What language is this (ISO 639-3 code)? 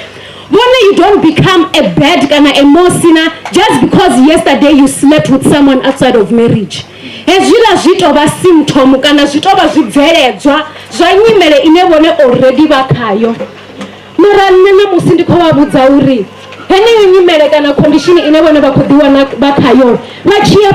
ven